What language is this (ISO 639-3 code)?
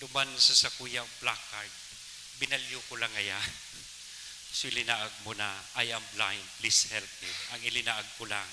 bik